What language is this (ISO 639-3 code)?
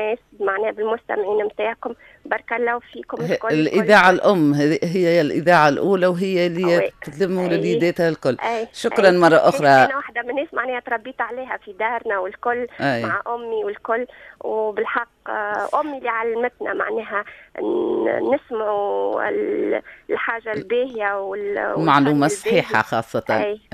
aeb